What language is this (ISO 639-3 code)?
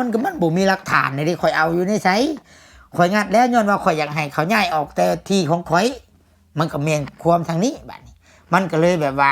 lao